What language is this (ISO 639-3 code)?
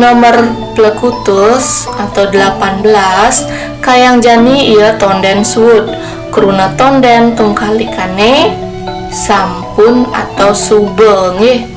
ban